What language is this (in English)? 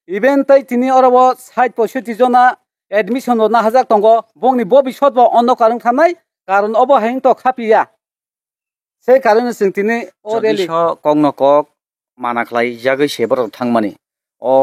Kok Borok